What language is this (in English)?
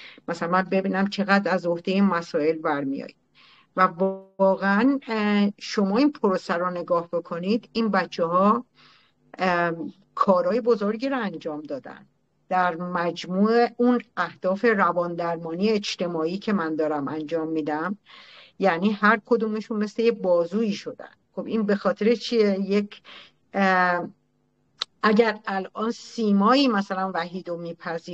Persian